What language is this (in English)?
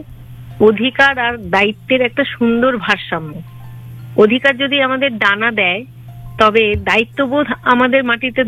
Bangla